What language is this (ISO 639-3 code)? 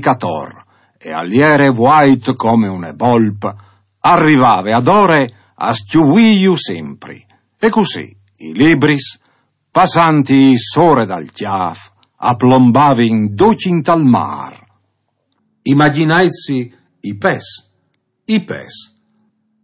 fur